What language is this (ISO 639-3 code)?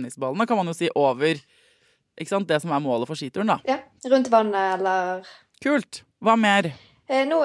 nor